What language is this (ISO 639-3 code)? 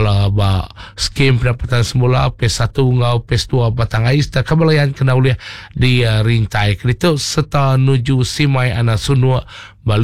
iba